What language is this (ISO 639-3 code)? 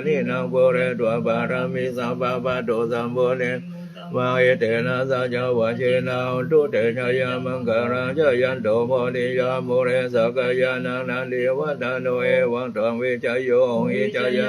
pli